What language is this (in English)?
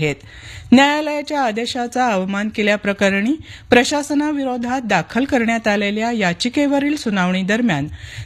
Marathi